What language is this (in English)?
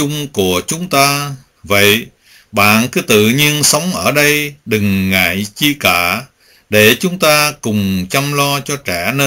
Vietnamese